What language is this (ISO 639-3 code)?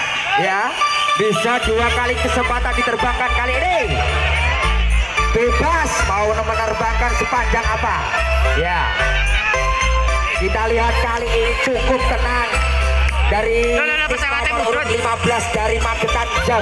ind